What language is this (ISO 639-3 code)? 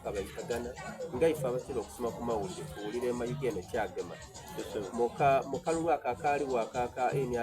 xog